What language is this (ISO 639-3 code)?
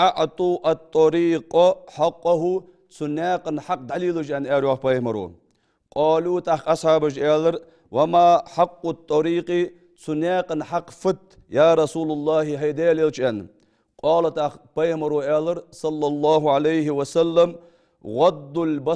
inh